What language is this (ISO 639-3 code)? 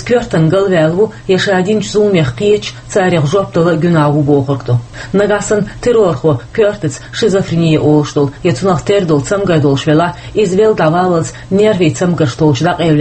che